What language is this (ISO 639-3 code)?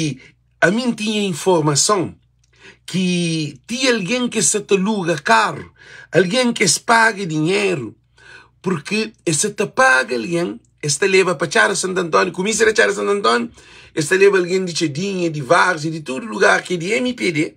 kea